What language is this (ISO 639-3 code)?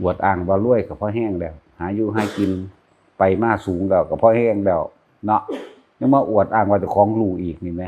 tts